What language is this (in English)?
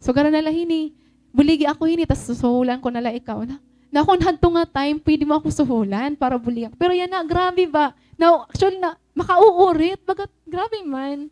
Waray